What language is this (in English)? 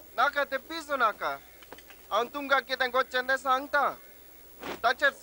Konkani